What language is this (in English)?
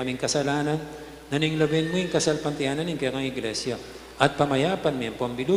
Pampanga